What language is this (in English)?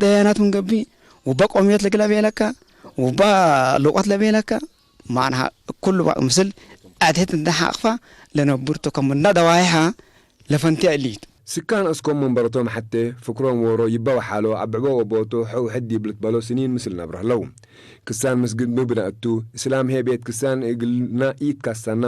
Tigre